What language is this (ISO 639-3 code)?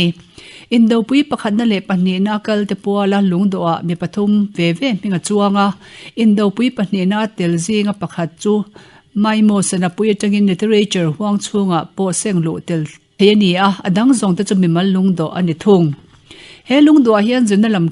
lus